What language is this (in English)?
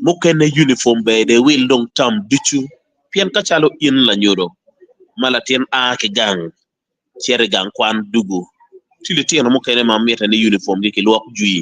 Acoli